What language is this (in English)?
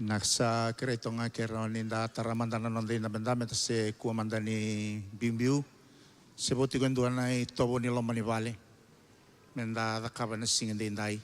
Fijian